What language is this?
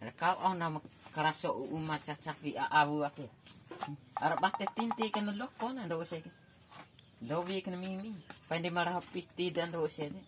Bima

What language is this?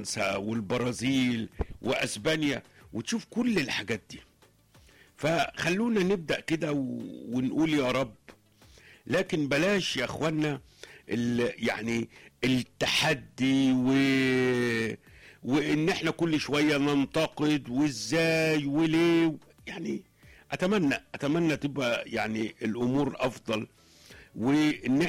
Egyptian Arabic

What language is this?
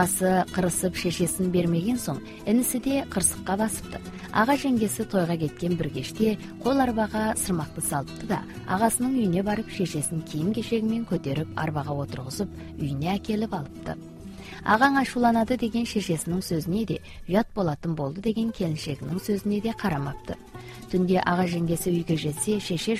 Kazakh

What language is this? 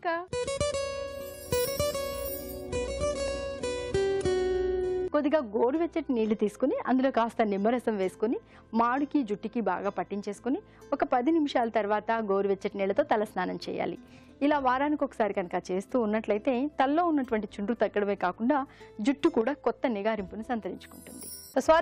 Telugu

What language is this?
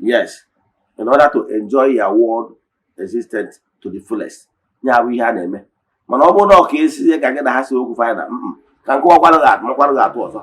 Igbo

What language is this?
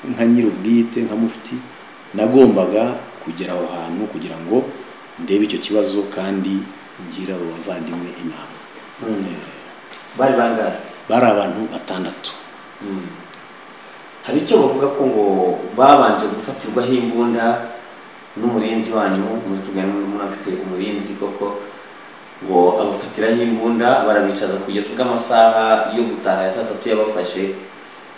Kinyarwanda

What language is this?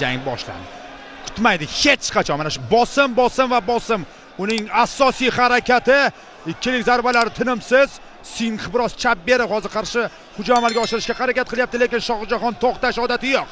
Uzbek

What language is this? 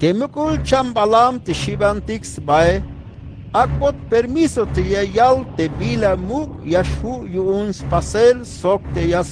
Tzeltal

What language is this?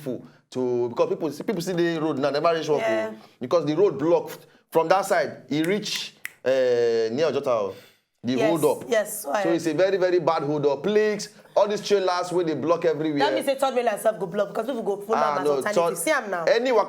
Nigerian Pidgin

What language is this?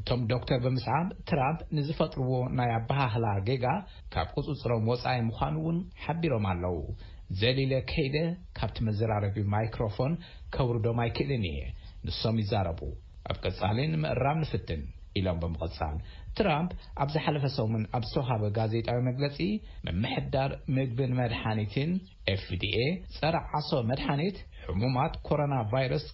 Tigrinya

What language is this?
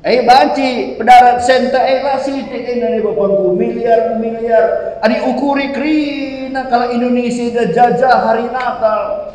Batak Karo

